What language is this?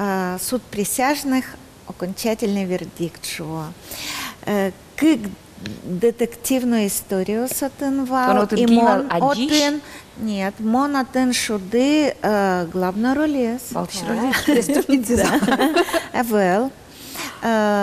Udmurt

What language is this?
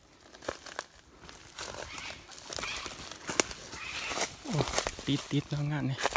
Lao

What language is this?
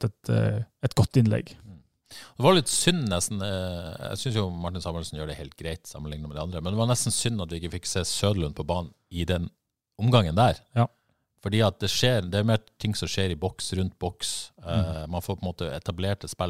Norwegian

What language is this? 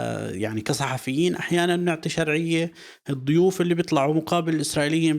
North Levantine Arabic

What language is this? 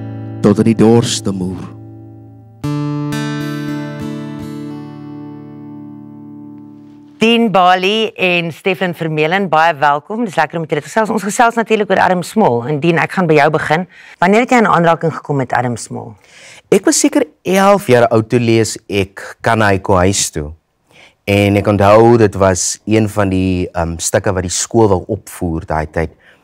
Afrikaans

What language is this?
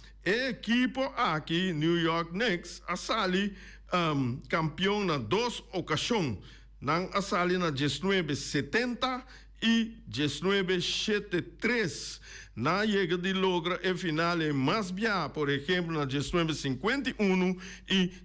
Papiamento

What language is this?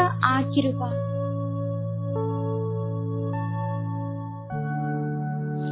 Kannada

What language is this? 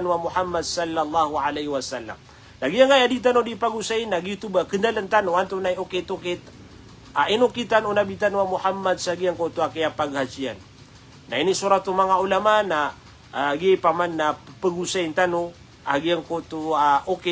Maranao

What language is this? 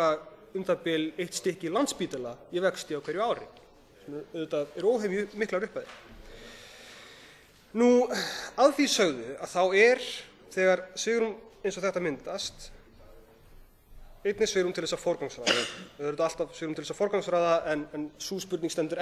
Icelandic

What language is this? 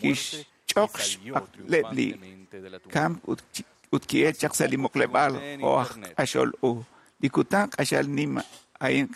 Kekchí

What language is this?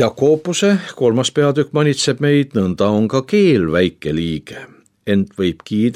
Estonian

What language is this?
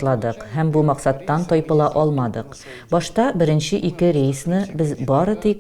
Tatar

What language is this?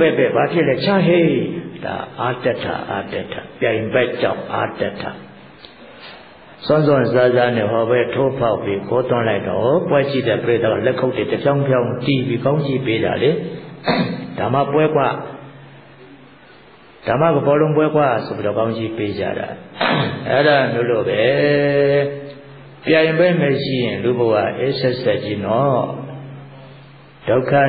Burmese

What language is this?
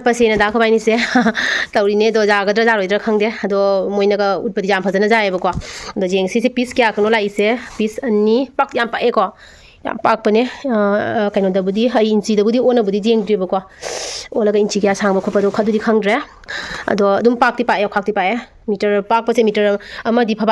Manipuri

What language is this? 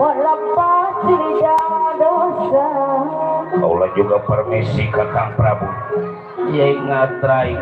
Betawi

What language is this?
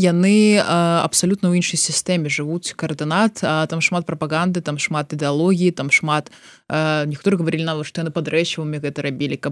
Belarusian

